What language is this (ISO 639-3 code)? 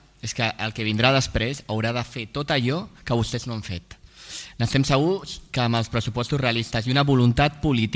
cat